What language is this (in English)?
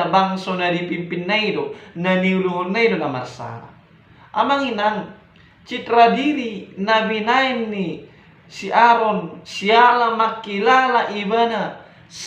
Batak Toba